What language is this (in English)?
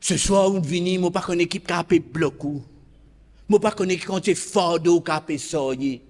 Morisyen